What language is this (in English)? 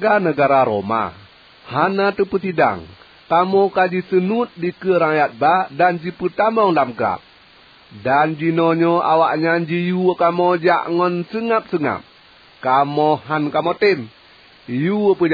Achinese